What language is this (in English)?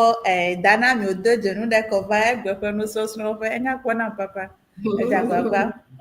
Ewe